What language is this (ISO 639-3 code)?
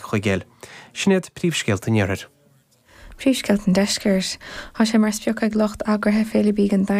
gle